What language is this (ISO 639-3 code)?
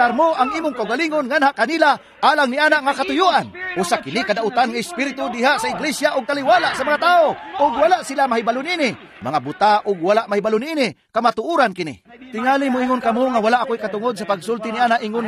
ceb